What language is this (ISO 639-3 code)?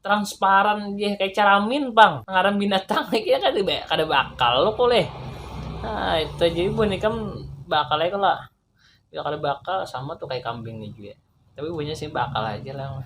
bjn